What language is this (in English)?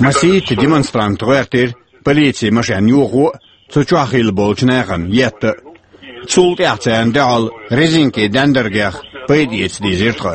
Chechen